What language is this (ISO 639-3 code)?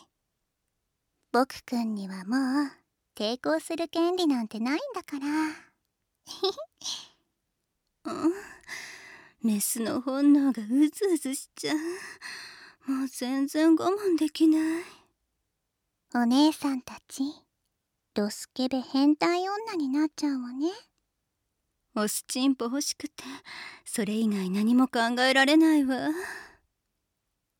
jpn